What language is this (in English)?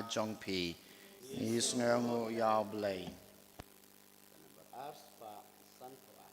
Khasi